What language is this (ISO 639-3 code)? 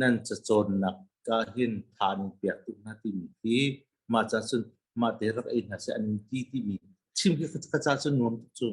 cnh